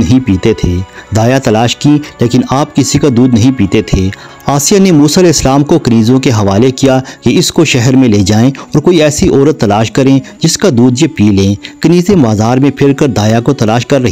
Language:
Hindi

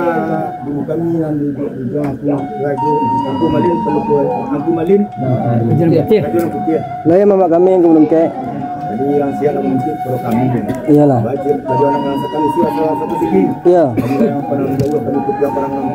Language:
Minangkabau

